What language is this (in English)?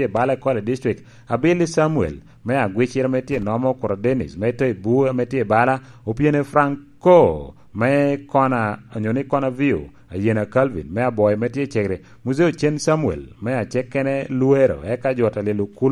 Lango (Uganda)